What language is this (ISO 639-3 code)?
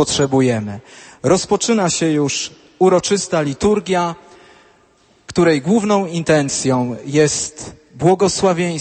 pol